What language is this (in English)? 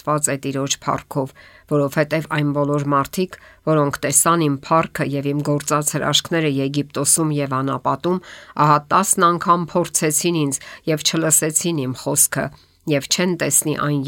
Armenian